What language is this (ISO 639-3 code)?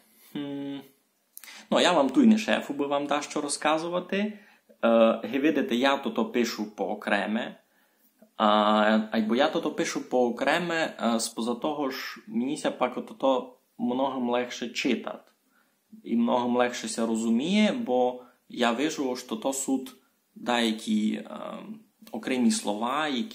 rue